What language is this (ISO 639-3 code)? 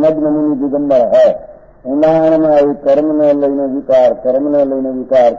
guj